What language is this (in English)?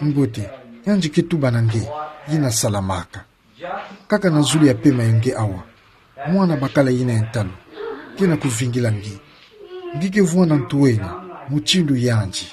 Kituba (Democratic Republic of Congo)